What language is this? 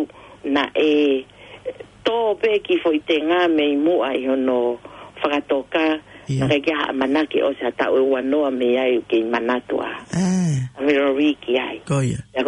Tongan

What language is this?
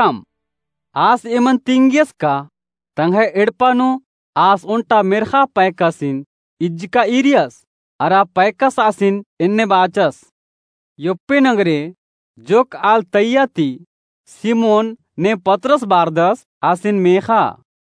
Kurukh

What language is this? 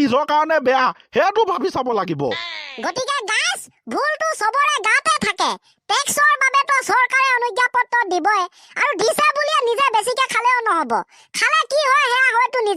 Assamese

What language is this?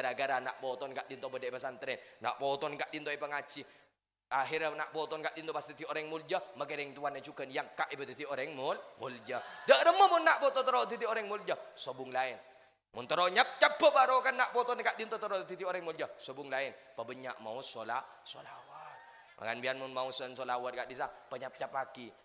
Madurese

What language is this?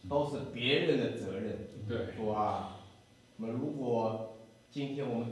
Chinese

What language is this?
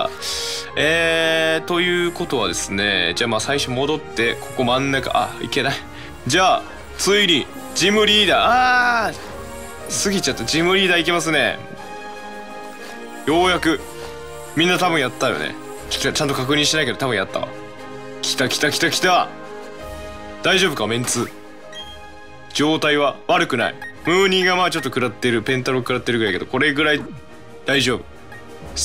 Japanese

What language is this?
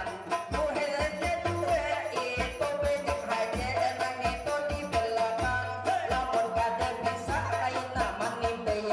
Banjar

